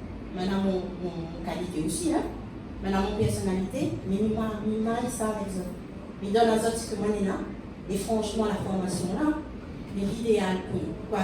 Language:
Réunion Creole French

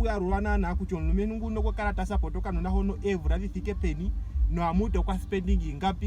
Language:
Ndonga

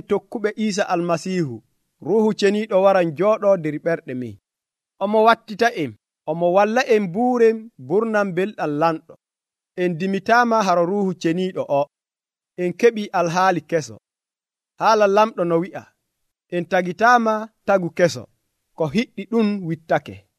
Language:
Nigerian Fulfulde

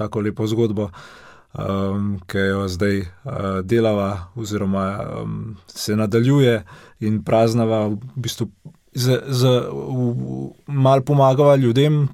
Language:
Slovenian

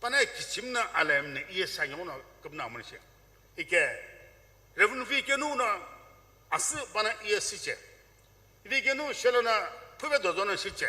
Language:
Sumi Naga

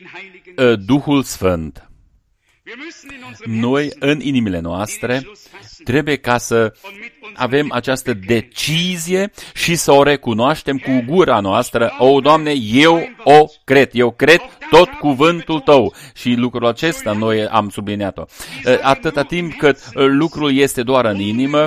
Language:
Romanian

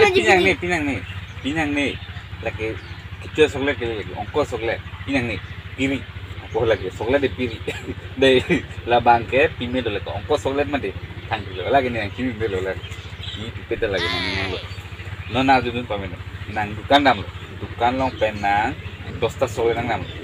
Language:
Karbi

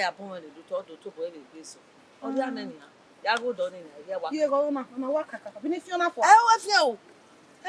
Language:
Bini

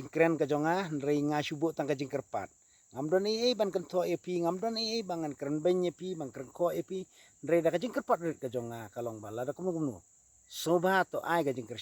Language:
Khasi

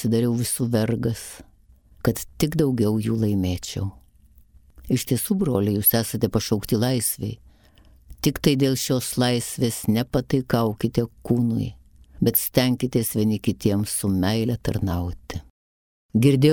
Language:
Lithuanian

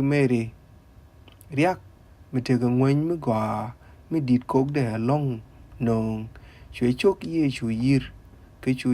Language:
Nuer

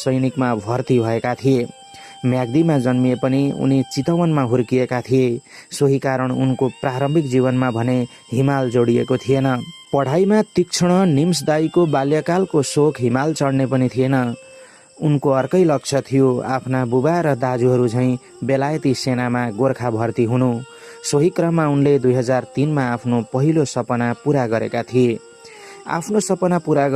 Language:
Nepali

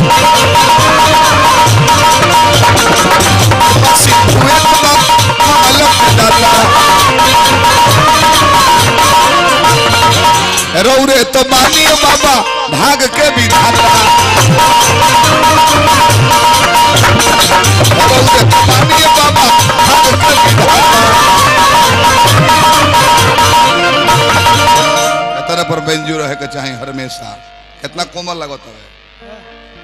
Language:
Bhojpuri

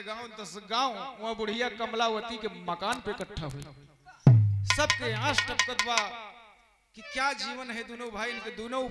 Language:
Bhojpuri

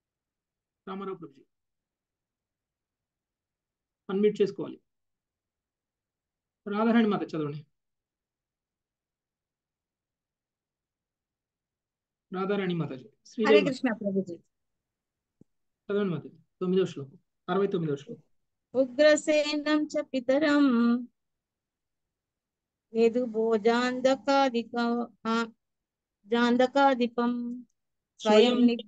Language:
Telugu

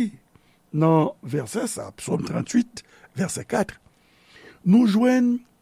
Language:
Haitian Creole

